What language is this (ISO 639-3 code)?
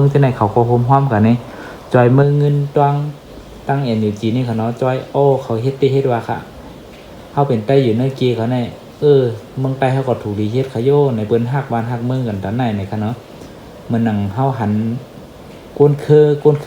shn